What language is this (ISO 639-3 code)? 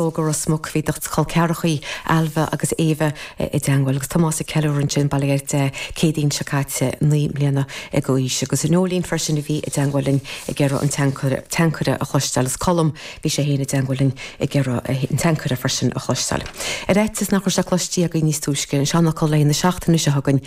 gle